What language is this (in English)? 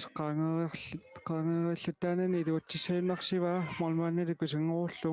Kalaallisut